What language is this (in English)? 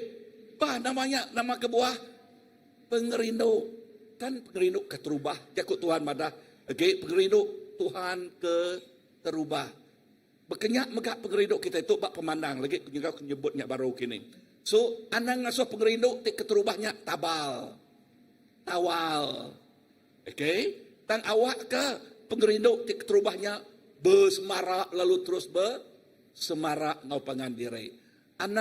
Iban